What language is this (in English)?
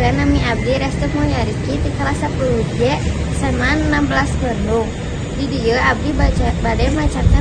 Sundanese